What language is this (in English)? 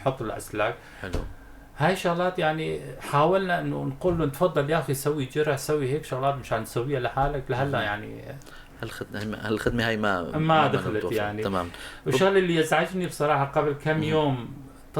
North Levantine Arabic